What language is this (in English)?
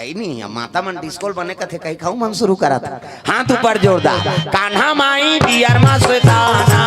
Chhattisgarhi